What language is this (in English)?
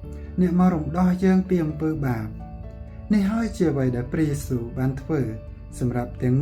Khmer